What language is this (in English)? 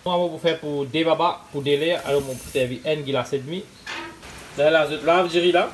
Morisyen